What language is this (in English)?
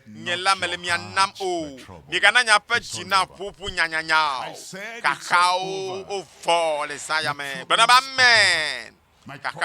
Ewe